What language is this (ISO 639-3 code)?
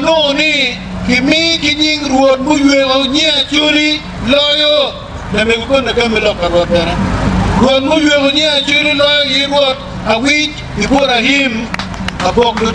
ach